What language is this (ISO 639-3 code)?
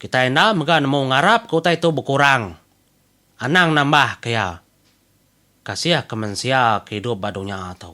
iba